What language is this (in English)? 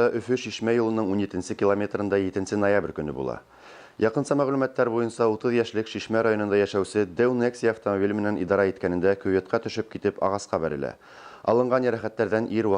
Bashkir